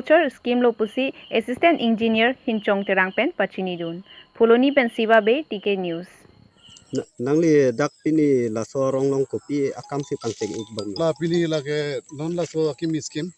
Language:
Karbi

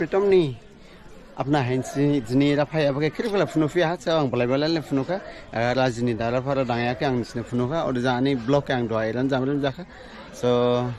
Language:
Dimasa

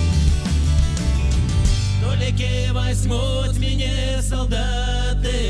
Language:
Russian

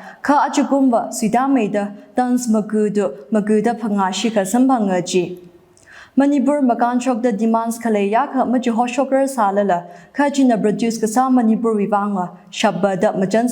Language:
Tangkhul Naga (India)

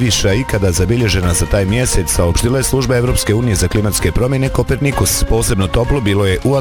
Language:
Bosnian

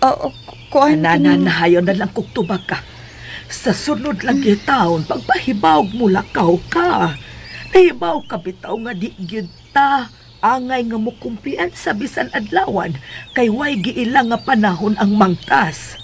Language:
Cebuano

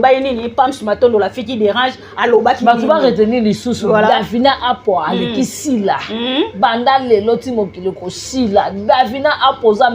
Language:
Lingala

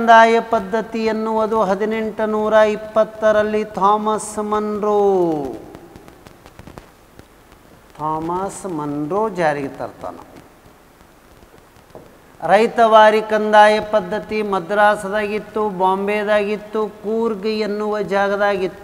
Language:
Kannada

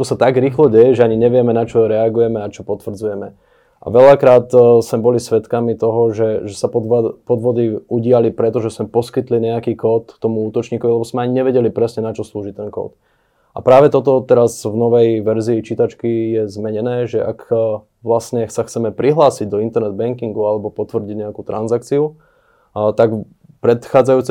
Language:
Slovak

